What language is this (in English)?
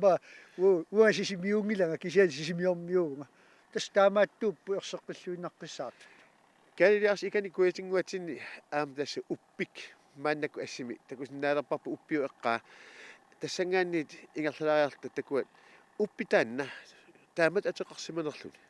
Kalaallisut